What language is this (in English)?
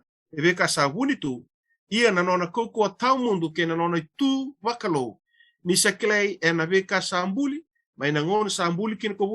Fijian